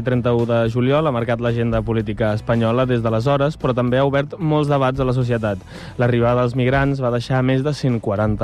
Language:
Catalan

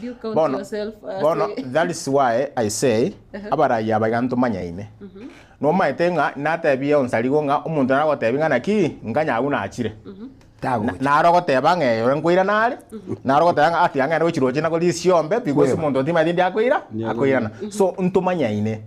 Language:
Gusii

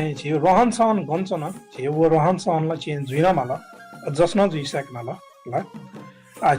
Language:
Newari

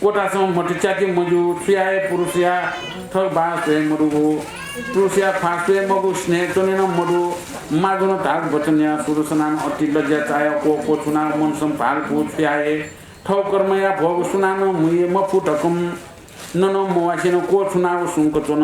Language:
Newari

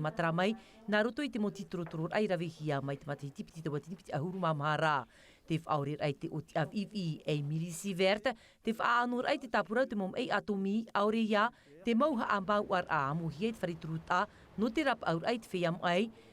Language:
Tahitian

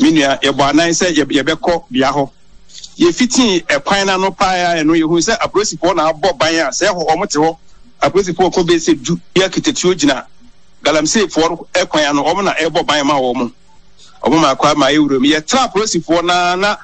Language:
Akan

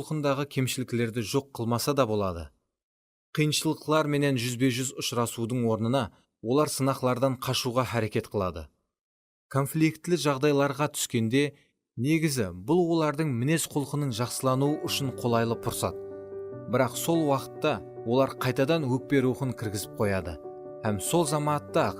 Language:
Kara-Kalpak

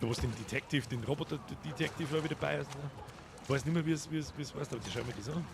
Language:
Bavarian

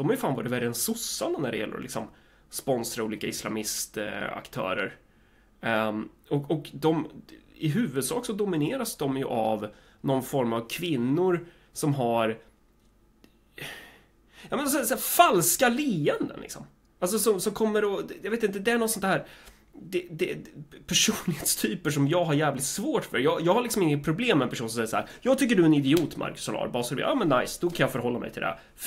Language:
Swedish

